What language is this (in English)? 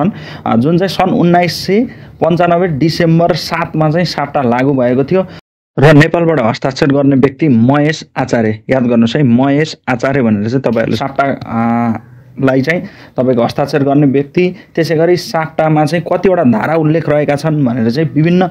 Nepali